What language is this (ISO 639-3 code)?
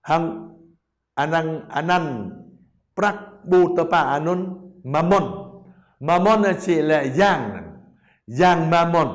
jra